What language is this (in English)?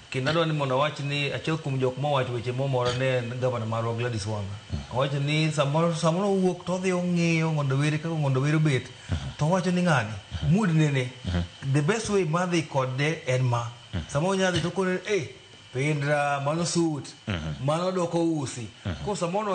Luo (Kenya and Tanzania)